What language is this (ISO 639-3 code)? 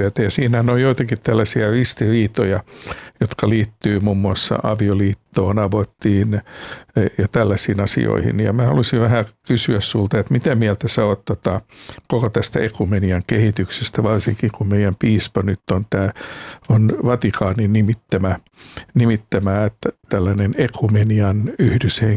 fin